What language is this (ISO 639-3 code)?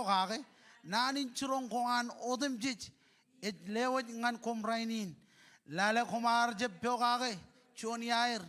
mah